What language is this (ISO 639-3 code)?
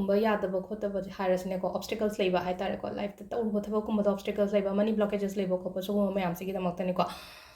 mni